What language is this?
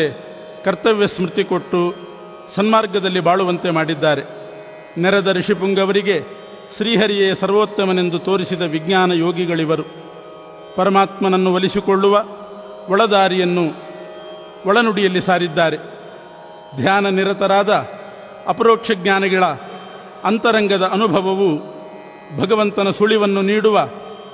Kannada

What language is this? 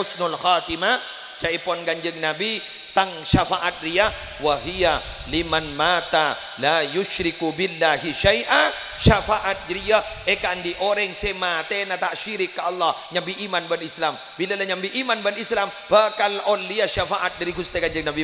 Madurese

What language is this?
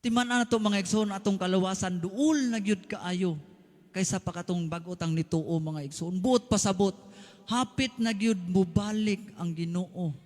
Cebuano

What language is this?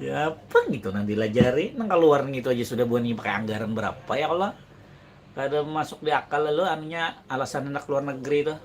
Banjar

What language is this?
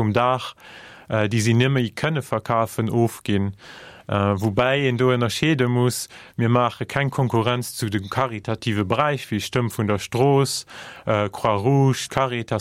Luxembourgish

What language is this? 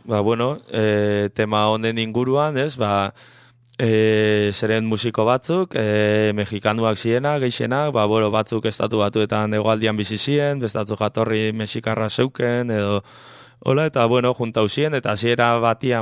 Basque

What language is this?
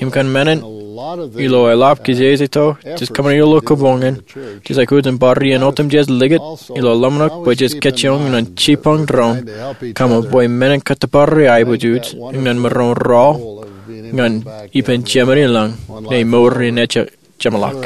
Marshallese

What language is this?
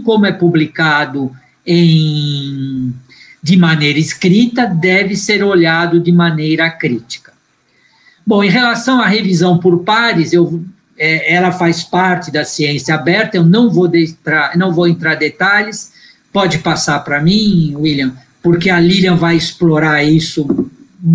Portuguese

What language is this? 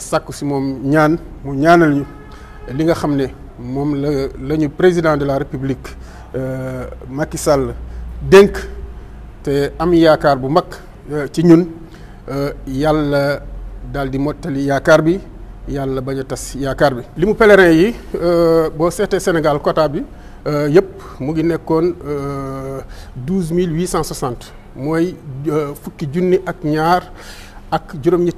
Wolof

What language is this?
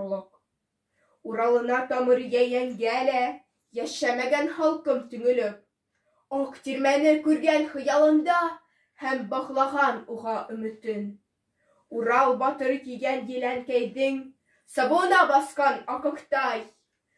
Bashkir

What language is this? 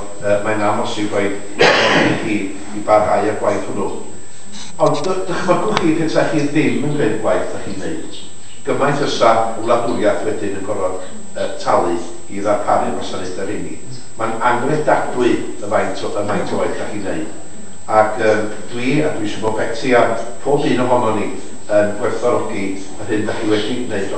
Welsh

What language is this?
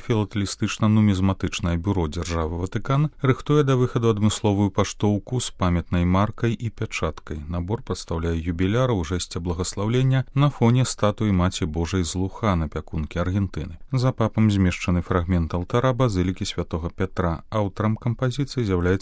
Belarusian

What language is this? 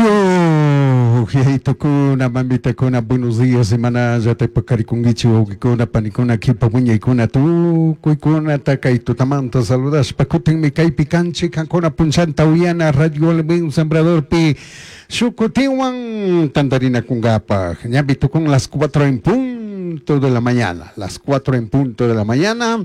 Chimborazo Highland Quichua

